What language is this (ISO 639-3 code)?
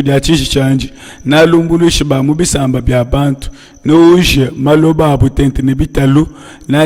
lua